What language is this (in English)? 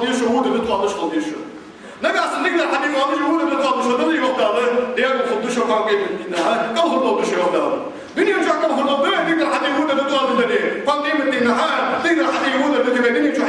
Ingush